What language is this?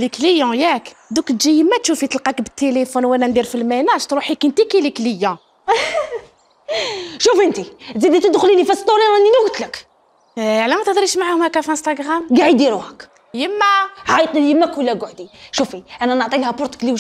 Algerian Arabic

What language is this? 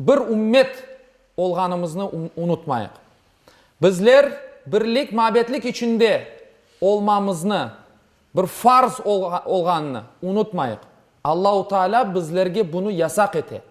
Crimean Tatar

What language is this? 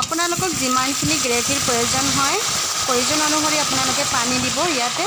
Assamese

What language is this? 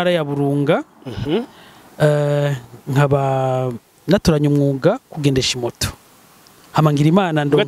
Rundi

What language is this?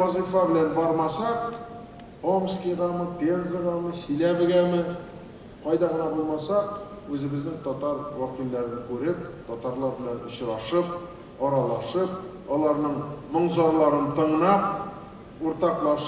Tatar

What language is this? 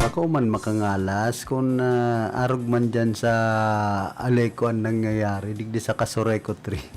Bikol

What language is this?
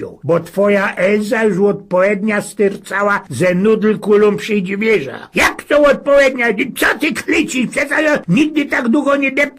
Silesian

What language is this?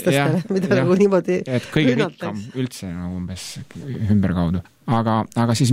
Estonian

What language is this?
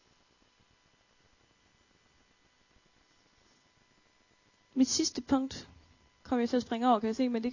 Danish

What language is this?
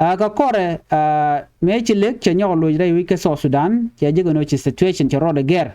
Nuer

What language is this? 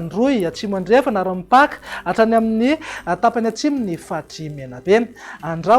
Malagasy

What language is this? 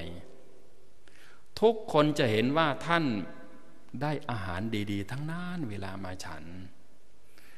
Thai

